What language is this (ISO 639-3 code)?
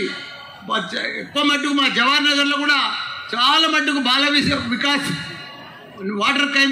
tel